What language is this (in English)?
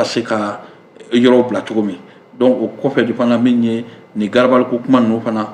Bambara